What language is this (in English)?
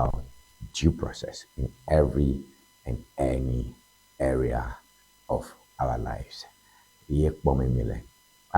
Ewe